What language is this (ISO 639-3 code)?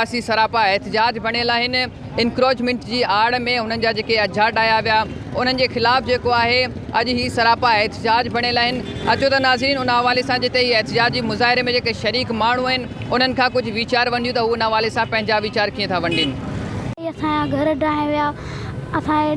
snd